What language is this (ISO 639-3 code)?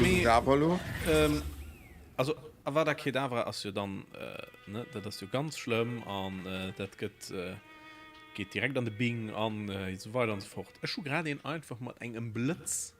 ltz